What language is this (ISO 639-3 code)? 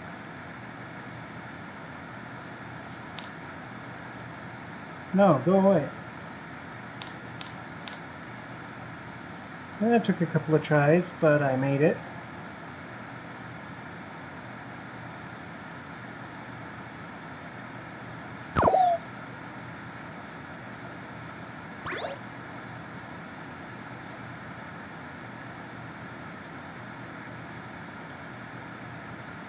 eng